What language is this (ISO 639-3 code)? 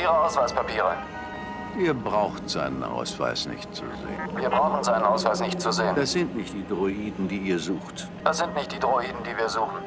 bar